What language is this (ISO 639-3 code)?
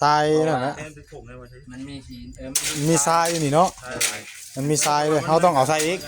tts